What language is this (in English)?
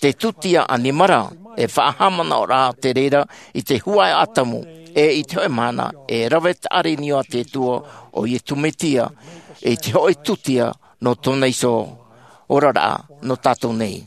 Tahitian